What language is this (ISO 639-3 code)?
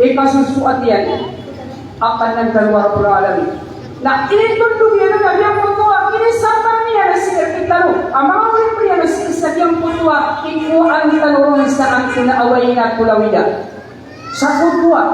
mrw